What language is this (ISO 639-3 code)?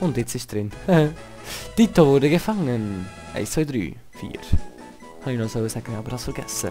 gsw